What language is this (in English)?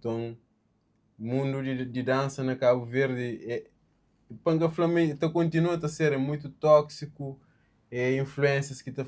Kabuverdianu